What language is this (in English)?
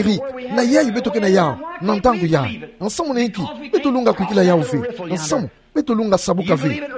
Kituba (Democratic Republic of Congo)